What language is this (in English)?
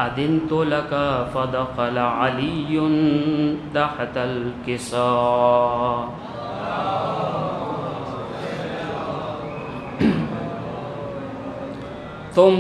Urdu